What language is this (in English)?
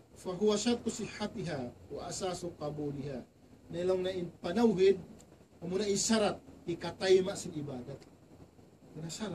Tausug